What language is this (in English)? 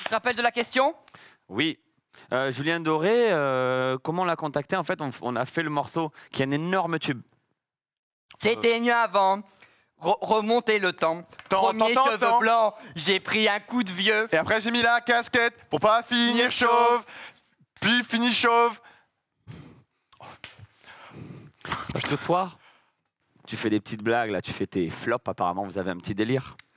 French